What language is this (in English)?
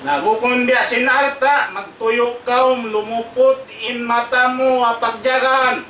Tausug